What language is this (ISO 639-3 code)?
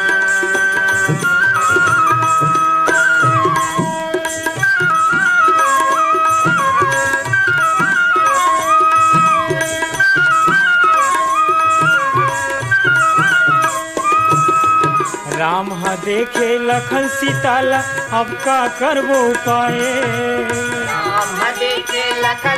hne